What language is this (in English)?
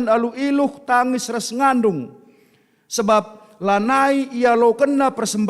Batak Karo